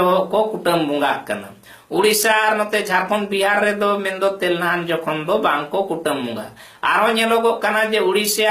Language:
Santali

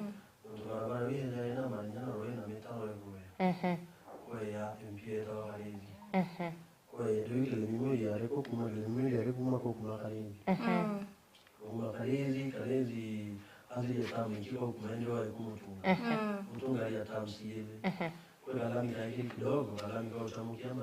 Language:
Meru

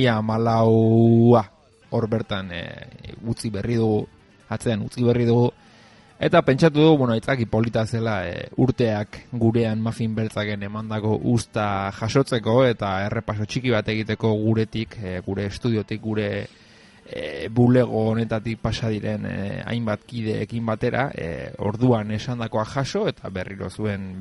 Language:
Basque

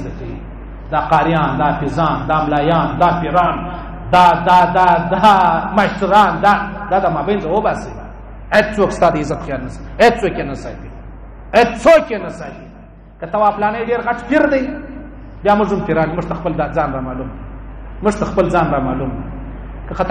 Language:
Pashto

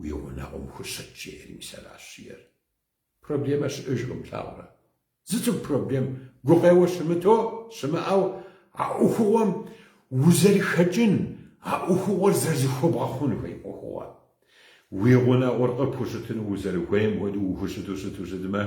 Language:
Kabardian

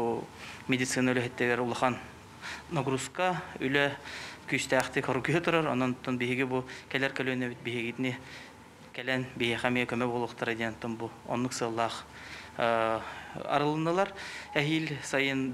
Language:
Yakut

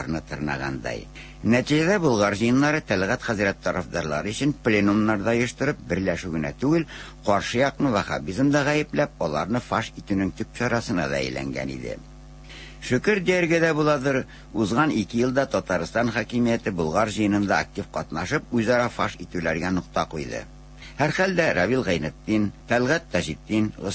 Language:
Tatar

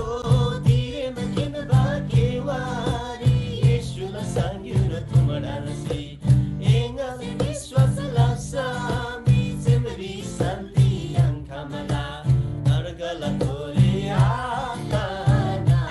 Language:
Eastern Tamang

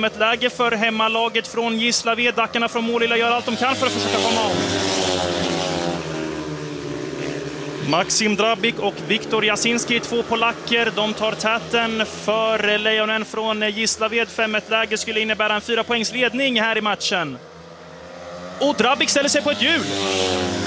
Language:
Swedish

